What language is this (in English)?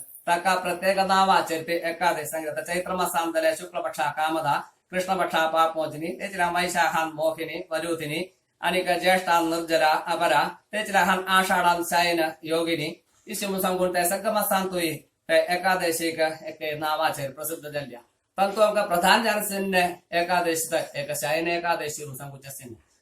Konkani